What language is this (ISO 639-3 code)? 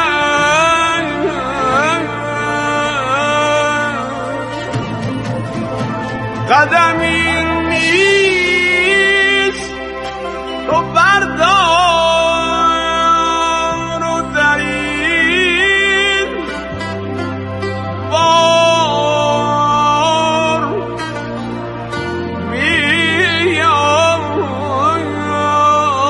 fas